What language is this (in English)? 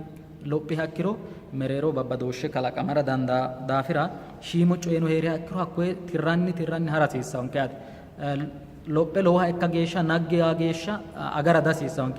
Sidamo